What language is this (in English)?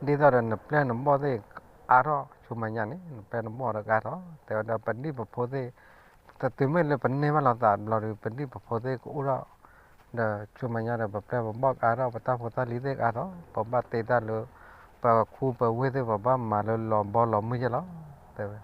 S'gaw Karen